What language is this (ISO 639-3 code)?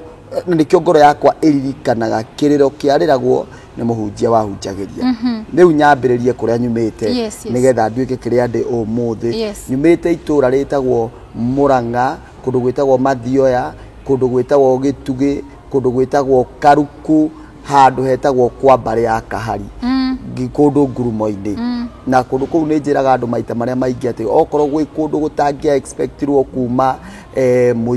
kik